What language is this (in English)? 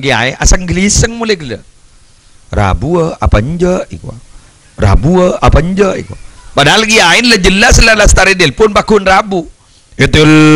Madurese